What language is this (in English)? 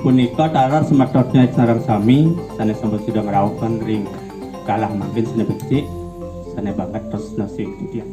Balinese